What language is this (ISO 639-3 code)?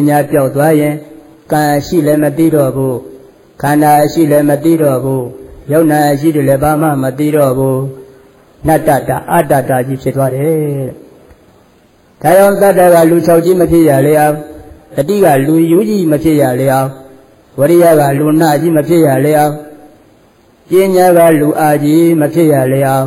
mya